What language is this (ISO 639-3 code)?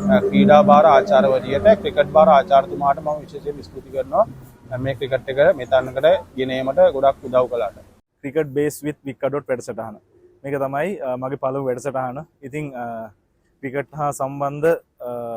sin